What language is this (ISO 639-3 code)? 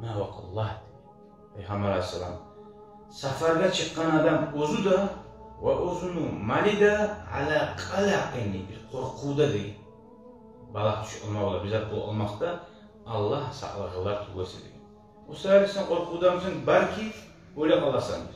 kum